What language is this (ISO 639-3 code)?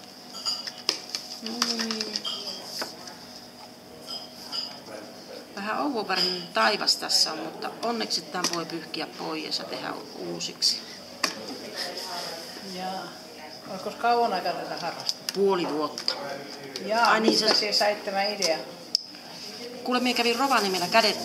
fin